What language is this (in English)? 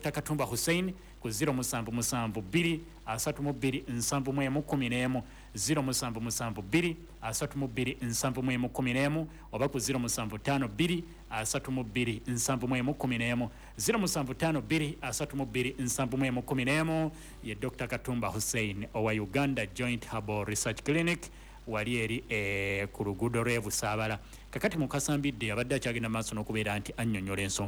Ganda